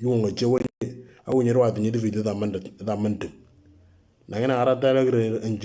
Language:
Moro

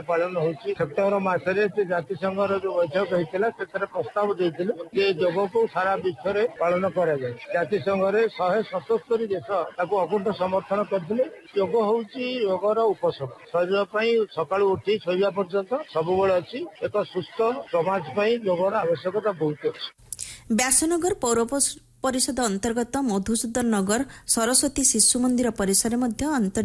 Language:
Odia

